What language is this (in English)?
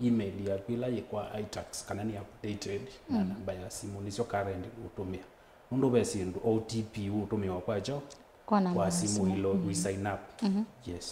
Kamba